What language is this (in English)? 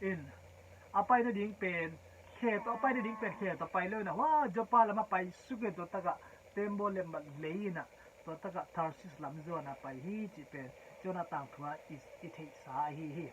Tedim Chin